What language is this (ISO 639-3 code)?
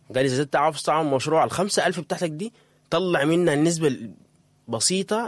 apd